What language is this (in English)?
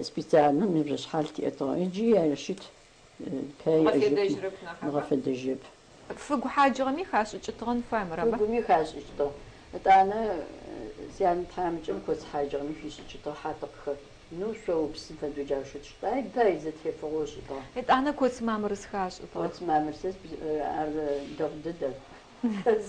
Adyghe